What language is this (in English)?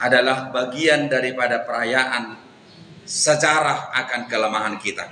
Batak Toba